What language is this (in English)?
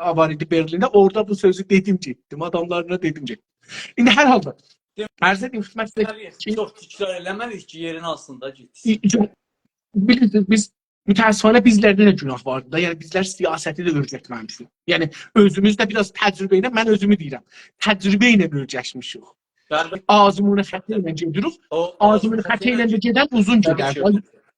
South Azerbaijani